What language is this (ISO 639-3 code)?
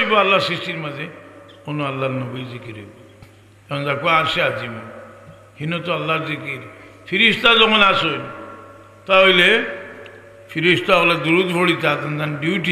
syl